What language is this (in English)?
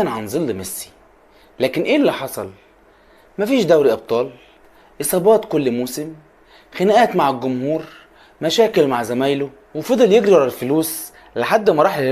Egyptian Arabic